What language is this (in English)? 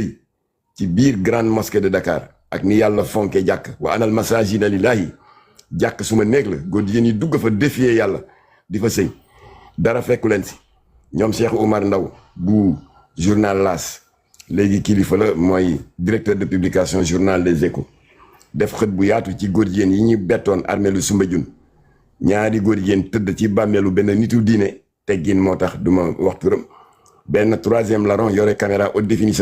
Wolof